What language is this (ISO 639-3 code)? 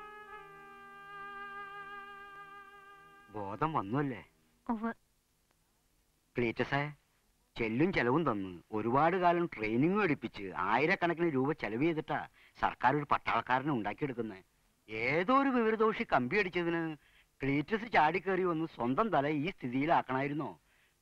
mal